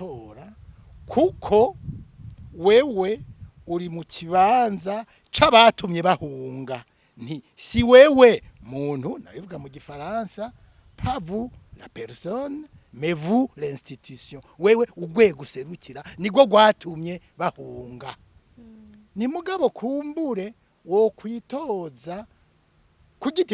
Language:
Rundi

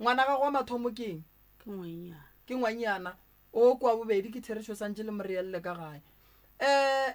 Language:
Northern Sotho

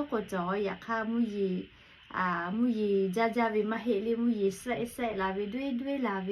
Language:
Lahu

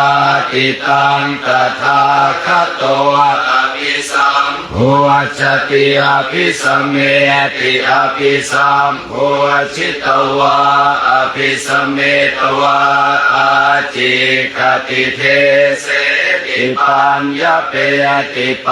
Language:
Pali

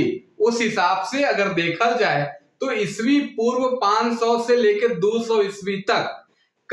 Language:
Sadri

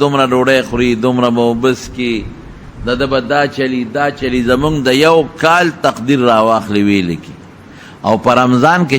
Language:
Pashto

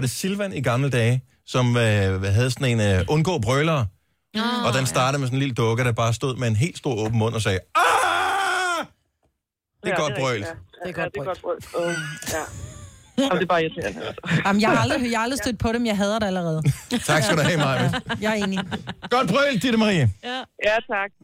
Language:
Danish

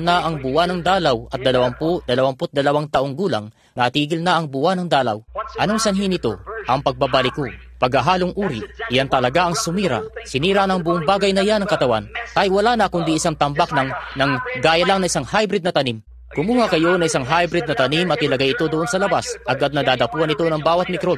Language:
Filipino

